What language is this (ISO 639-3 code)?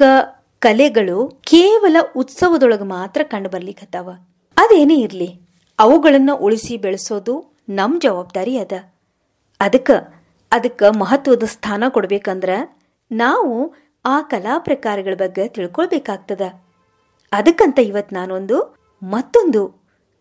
kan